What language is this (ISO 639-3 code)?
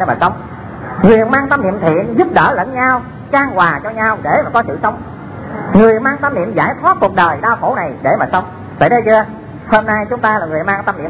vie